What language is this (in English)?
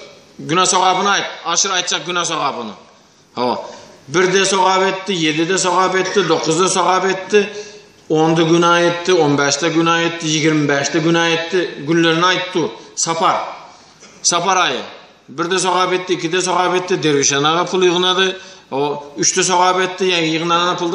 Turkmen